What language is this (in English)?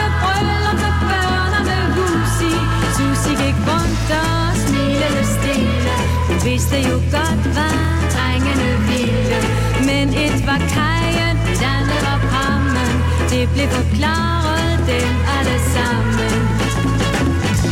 Danish